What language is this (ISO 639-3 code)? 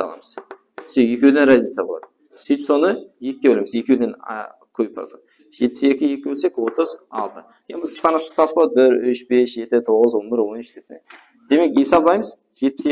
kaa